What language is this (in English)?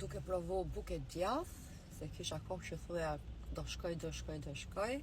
Albanian